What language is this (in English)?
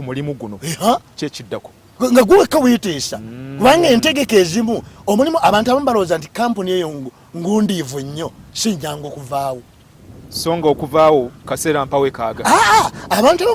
Ganda